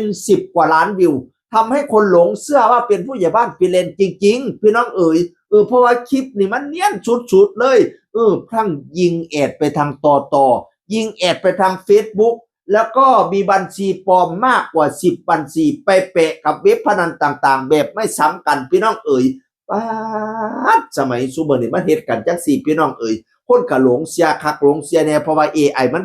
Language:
Northeastern Thai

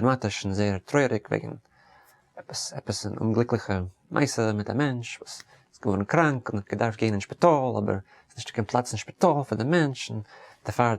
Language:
Yiddish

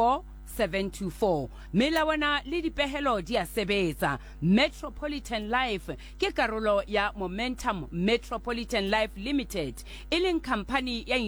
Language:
Southern Sotho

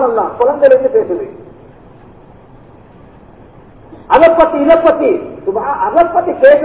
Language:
Tamil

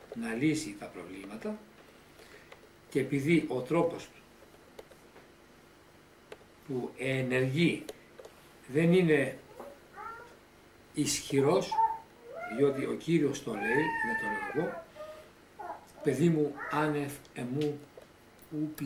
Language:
Greek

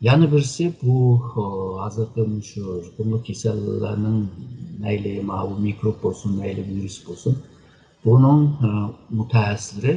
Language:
Uyghur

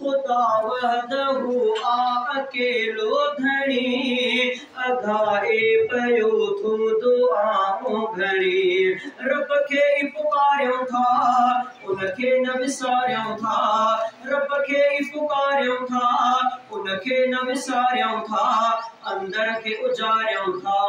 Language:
Sindhi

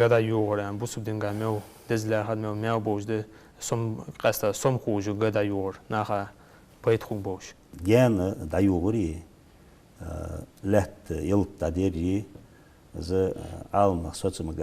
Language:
Ingush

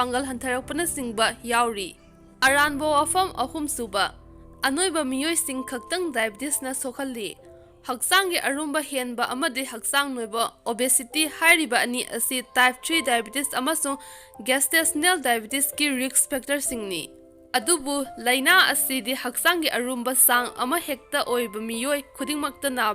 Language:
Manipuri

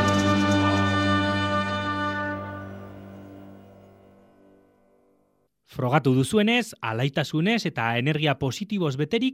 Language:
Basque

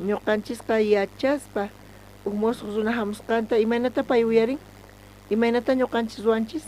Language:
South Bolivian Quechua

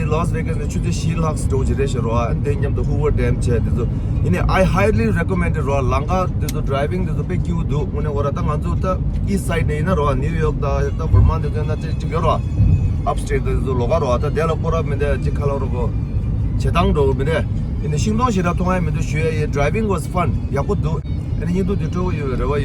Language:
Tibetan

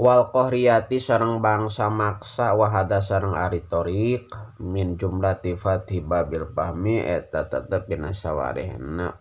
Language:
Sundanese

